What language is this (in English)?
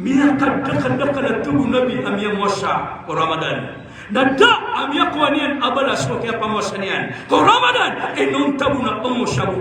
Maranao